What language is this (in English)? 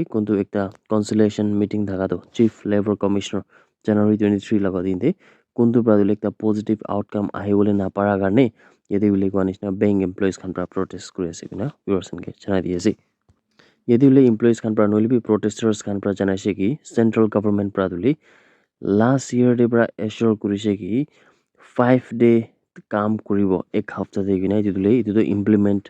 Naga Pidgin